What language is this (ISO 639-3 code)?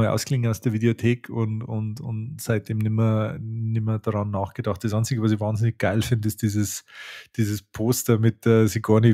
bar